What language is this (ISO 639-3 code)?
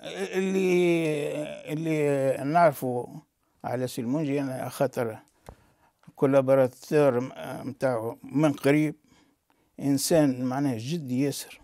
aeb